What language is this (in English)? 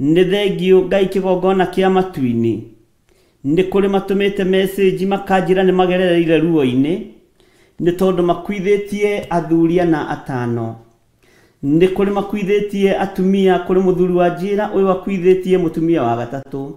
Kikuyu